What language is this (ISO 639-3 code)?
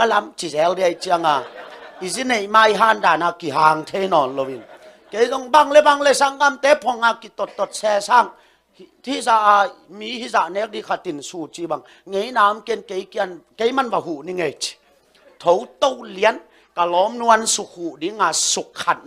ctd